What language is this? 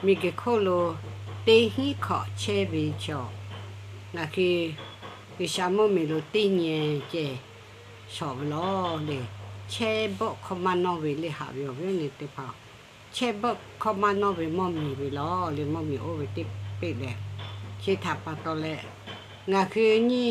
Lahu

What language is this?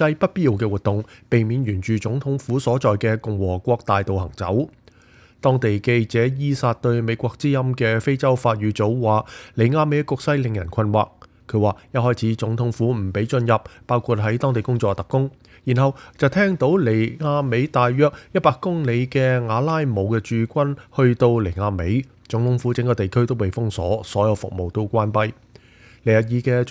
Cantonese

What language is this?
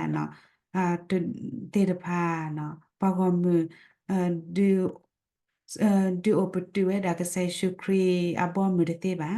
S'gaw Karen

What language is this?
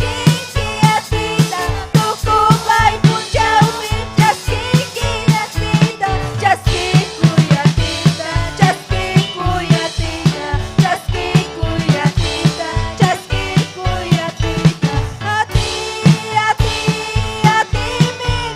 Ayacucho Quechua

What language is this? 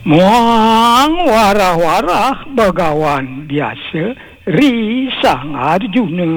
Balinese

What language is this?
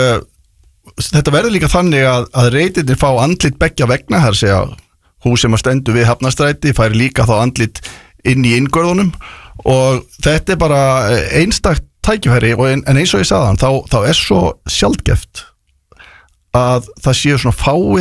Icelandic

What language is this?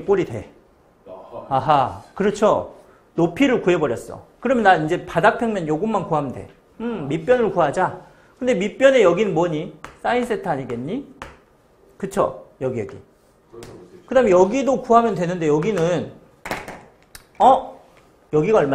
Korean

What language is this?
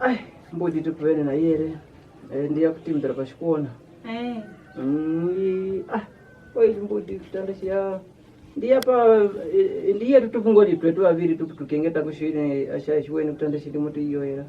Kwangali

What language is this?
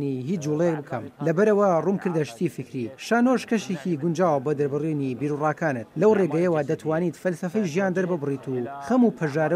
Central Kurdish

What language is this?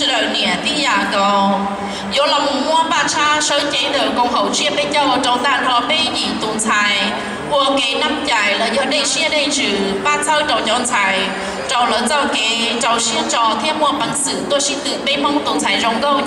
Hmong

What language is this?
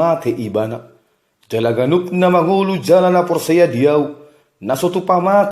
Batak Toba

